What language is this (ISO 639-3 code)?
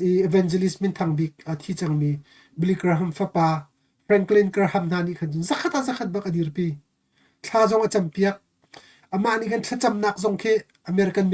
cnh